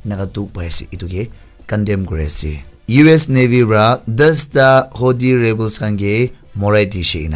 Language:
Naga Pidgin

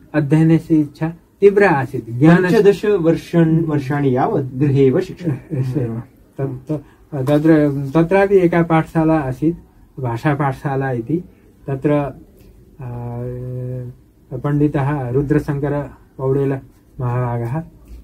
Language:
Sanskrit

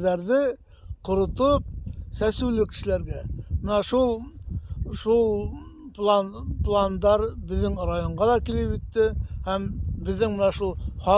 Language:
Bashkir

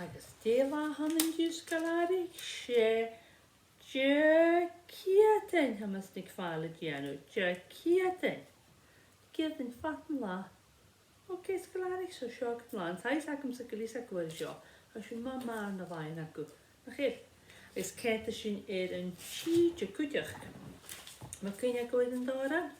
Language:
Scottish Gaelic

